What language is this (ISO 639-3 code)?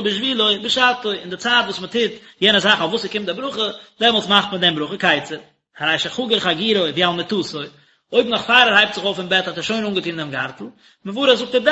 yid